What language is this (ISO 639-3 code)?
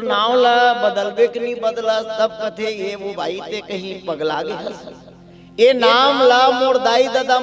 hne